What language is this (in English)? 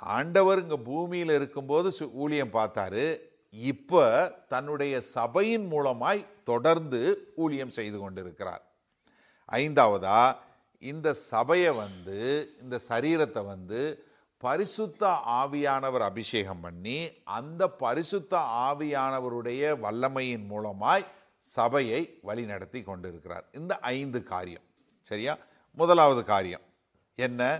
Tamil